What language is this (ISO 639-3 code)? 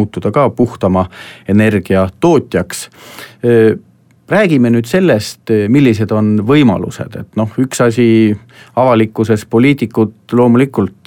est